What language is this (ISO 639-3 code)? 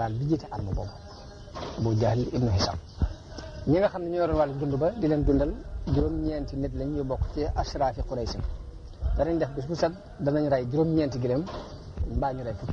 wol